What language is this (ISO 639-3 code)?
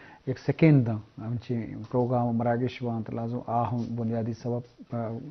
bgp